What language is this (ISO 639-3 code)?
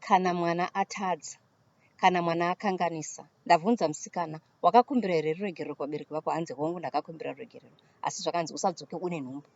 sna